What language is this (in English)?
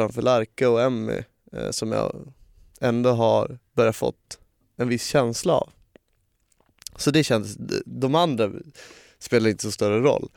Swedish